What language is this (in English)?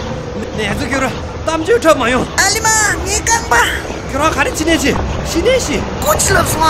Tibetan